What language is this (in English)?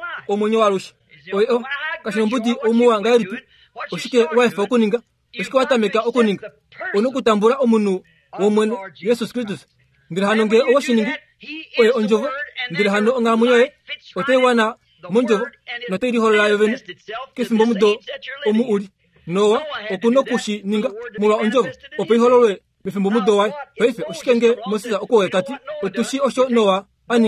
Kuanyama